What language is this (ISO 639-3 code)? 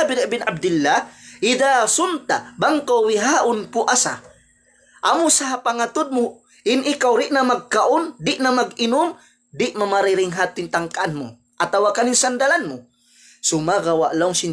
tsg